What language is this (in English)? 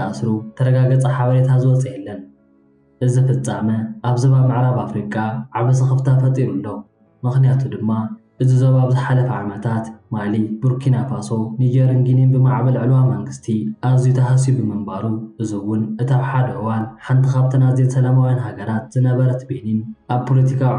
Tigrinya